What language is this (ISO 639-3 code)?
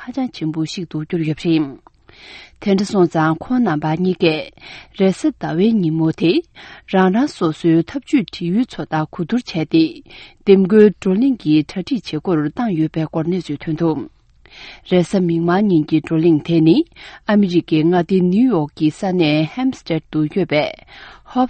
bod